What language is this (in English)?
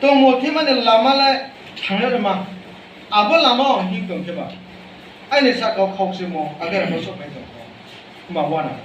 Riang (India)